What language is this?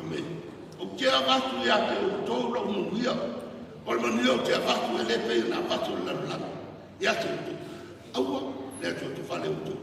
Samoan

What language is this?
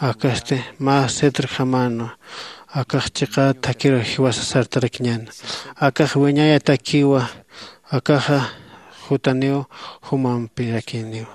Aymara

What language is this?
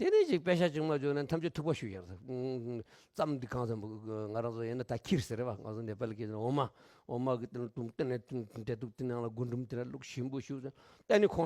Tibetan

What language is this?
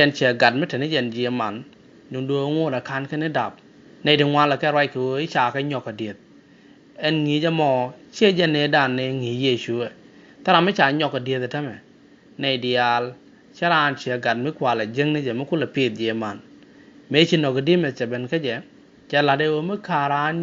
Nuer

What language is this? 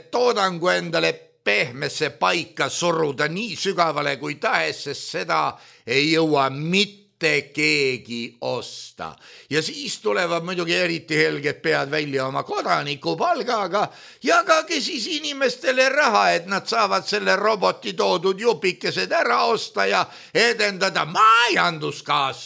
Estonian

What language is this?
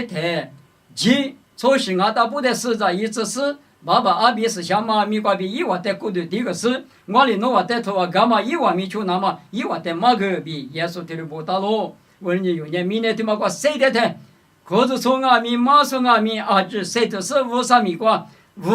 Lisu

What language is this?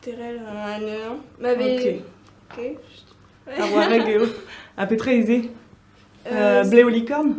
Breton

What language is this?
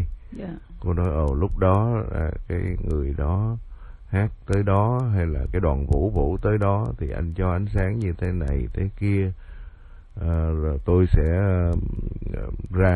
Vietnamese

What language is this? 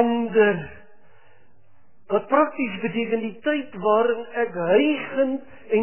Afrikaans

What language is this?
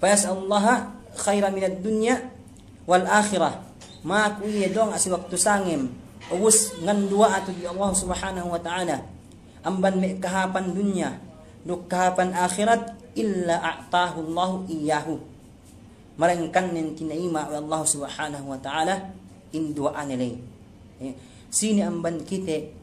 Yakan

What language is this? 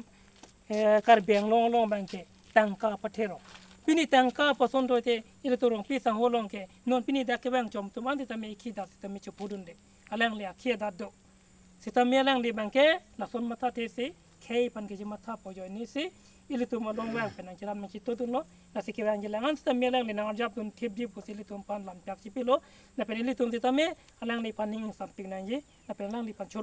Karbi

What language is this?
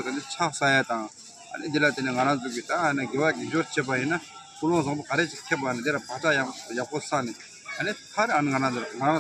Tibetan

